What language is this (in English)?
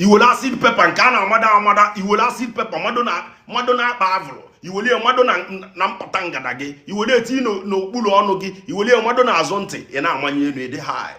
Igbo